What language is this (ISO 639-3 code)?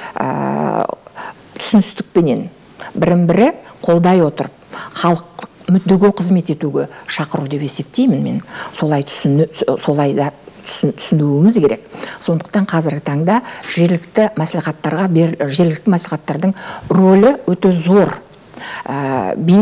kaz